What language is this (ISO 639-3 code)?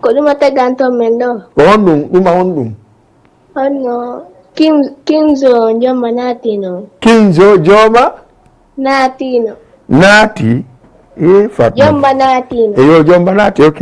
ful